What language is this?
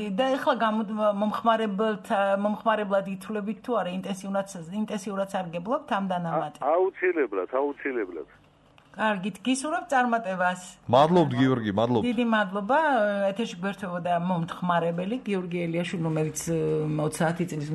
Georgian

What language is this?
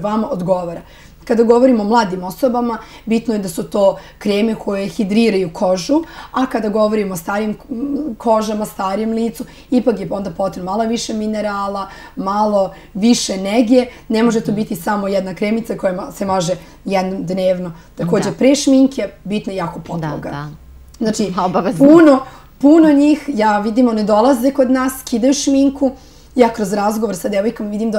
Serbian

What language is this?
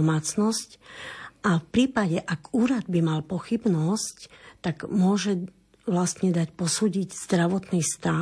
Slovak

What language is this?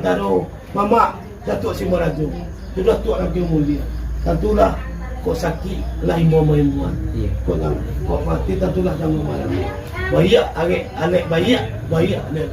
Minangkabau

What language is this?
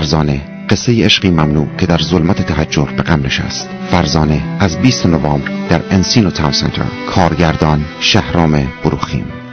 Persian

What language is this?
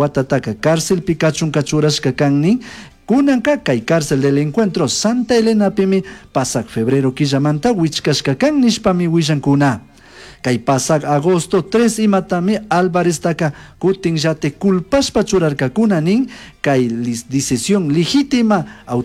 Chimborazo Highland Quichua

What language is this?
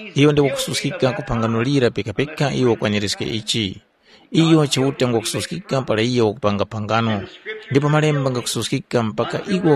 Tumbuka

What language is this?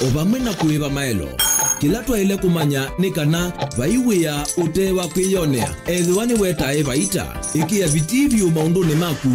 Kamba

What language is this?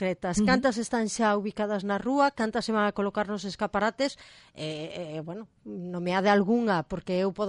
Galician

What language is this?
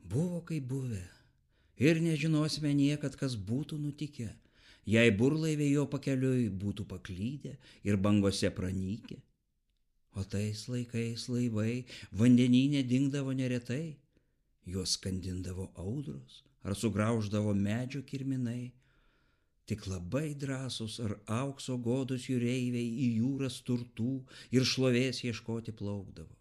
Lithuanian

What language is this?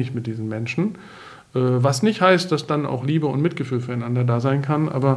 German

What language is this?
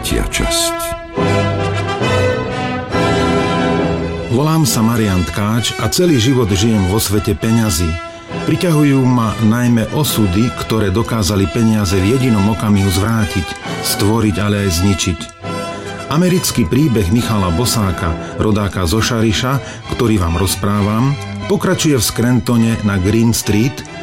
Slovak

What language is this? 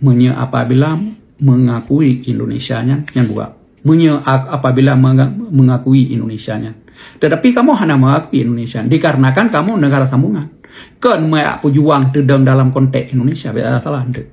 Achinese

